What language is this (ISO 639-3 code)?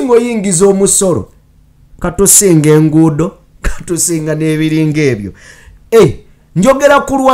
lug